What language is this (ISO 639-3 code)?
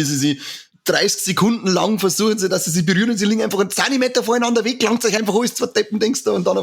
bar